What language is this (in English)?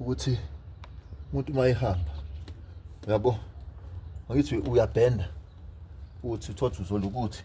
Zulu